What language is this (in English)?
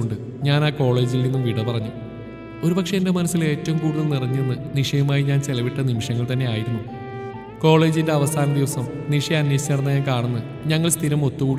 Malayalam